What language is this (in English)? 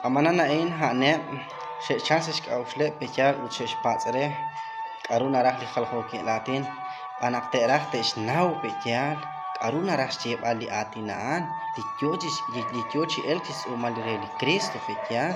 Kekchí